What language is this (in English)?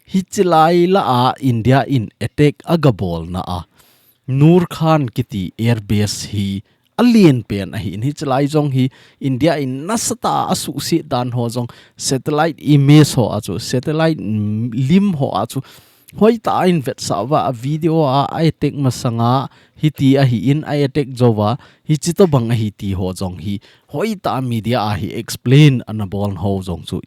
Thado Chin